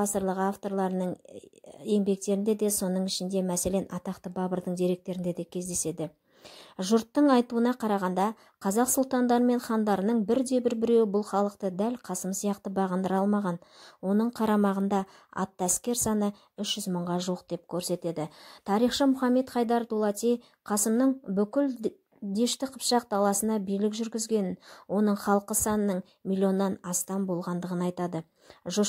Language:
Kazakh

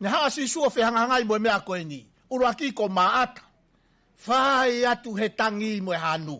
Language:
Tongan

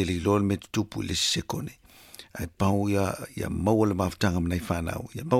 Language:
Samoan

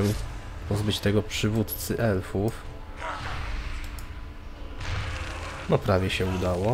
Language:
Polish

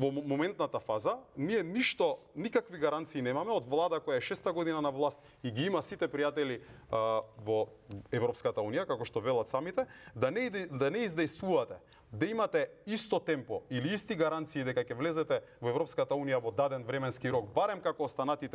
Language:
Macedonian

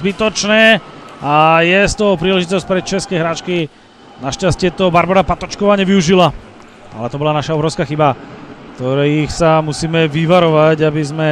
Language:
Slovak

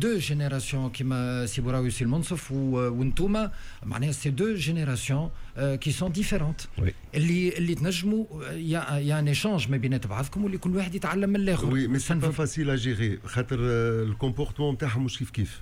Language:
Tunisian Arabic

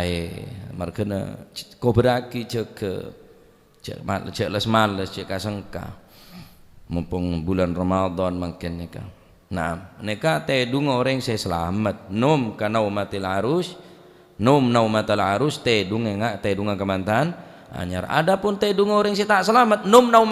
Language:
Madurese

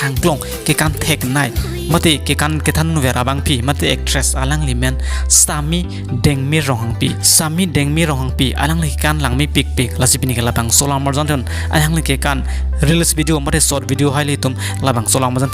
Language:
Karbi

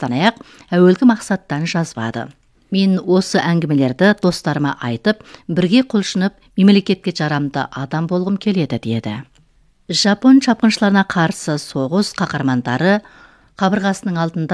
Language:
Kazakh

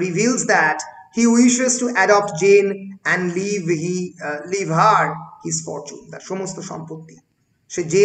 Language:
Bangla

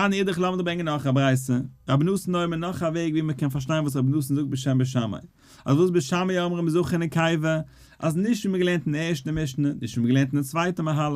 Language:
Yiddish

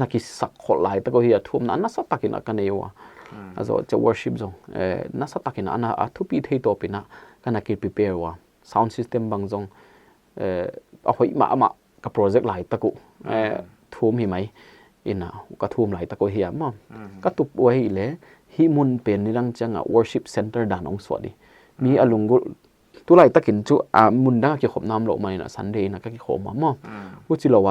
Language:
Paite Chin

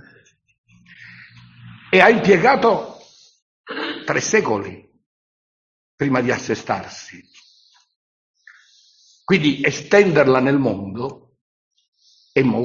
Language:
Italian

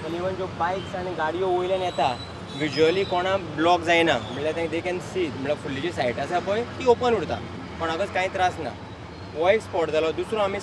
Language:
Konkani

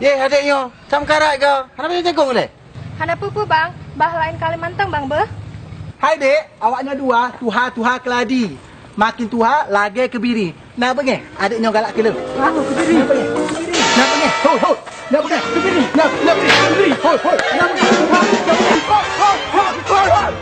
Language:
Achinese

